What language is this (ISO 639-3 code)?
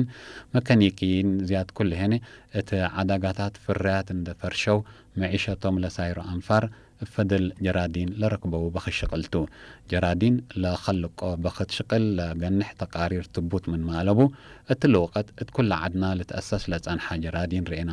tig